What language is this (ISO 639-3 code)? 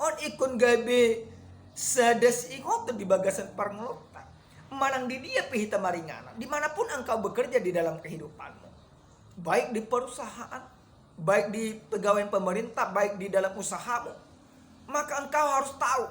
bbc